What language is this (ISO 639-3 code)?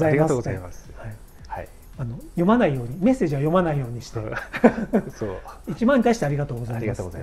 jpn